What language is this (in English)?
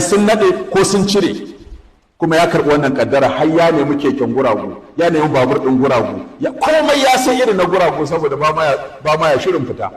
Hausa